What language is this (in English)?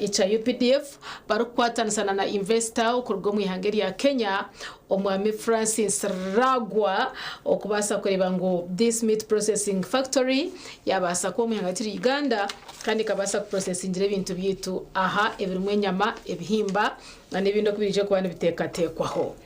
Nyankole